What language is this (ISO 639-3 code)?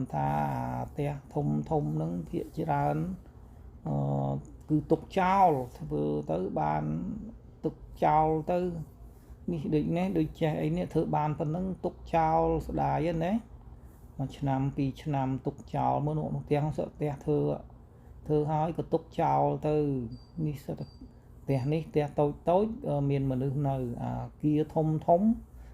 khm